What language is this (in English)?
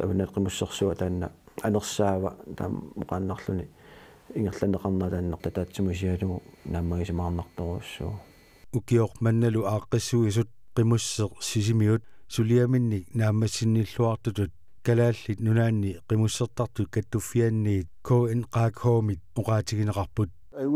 Kalaallisut